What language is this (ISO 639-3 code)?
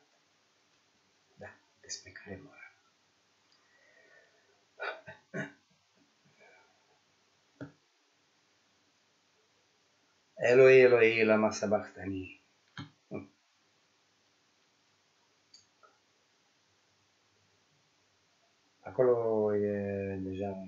ron